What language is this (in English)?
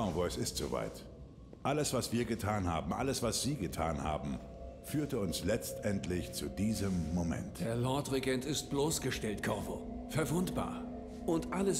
German